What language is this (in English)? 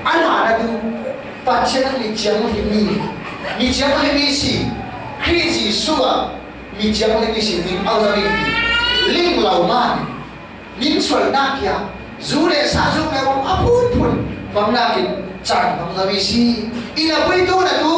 Falam Chin